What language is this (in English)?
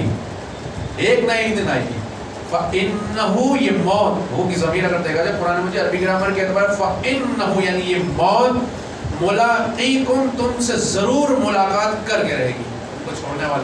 Urdu